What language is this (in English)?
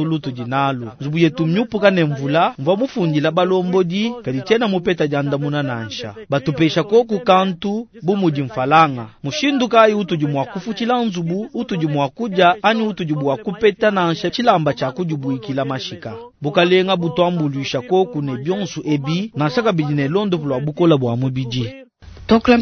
Luba-Lulua